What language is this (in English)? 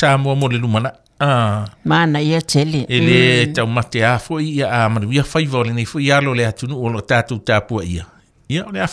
Samoan